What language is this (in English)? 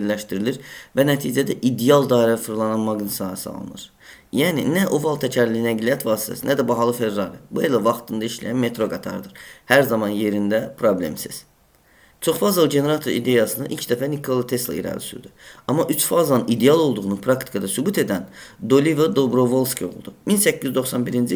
Azerbaijani